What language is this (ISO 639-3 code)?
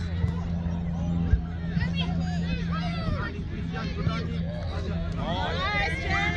eng